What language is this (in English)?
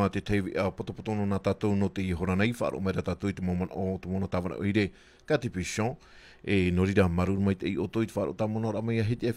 Tahitian